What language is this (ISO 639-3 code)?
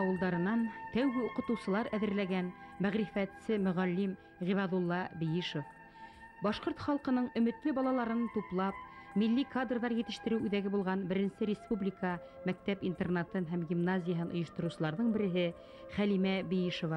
bak